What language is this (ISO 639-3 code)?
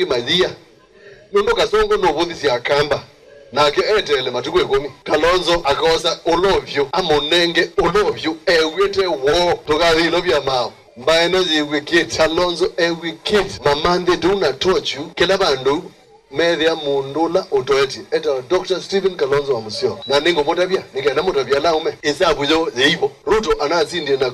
kam